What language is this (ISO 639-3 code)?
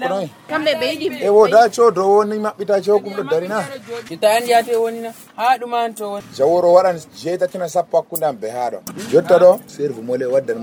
fuv